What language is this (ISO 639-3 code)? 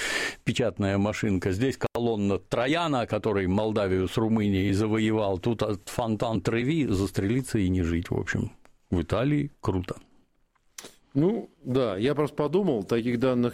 rus